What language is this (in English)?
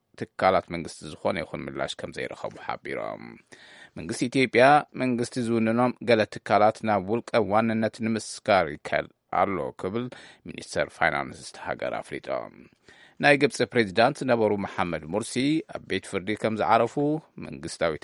Tigrinya